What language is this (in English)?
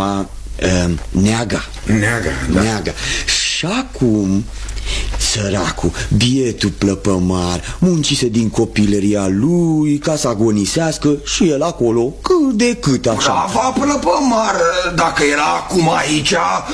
Romanian